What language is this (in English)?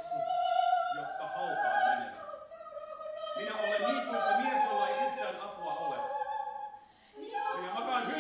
Finnish